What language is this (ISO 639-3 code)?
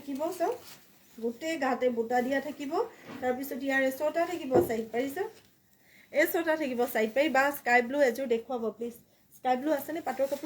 asm